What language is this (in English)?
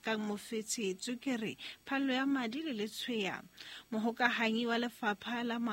Southern Sotho